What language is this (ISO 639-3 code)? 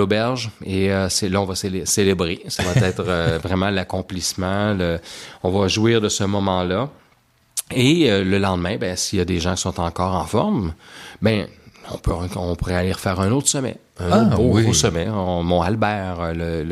fra